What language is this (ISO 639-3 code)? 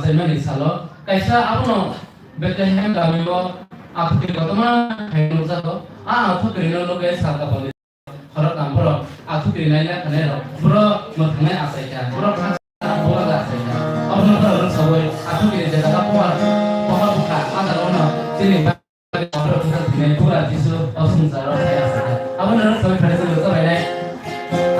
trp